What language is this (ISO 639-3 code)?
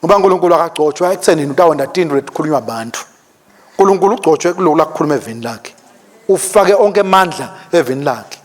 ssw